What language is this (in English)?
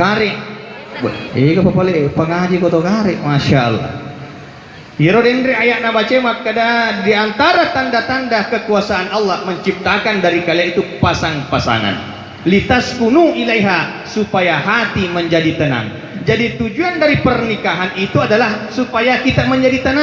Buginese